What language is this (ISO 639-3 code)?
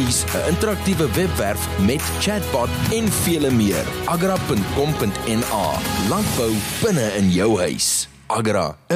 afr